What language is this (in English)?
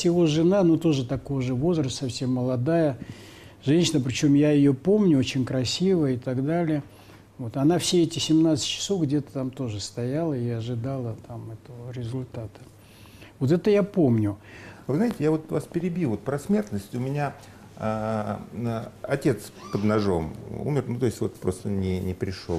Russian